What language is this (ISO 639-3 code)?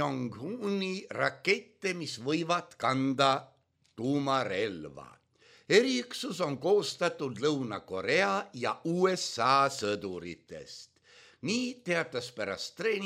est